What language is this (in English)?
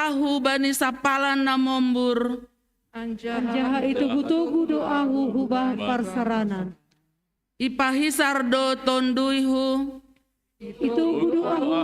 Batak Simalungun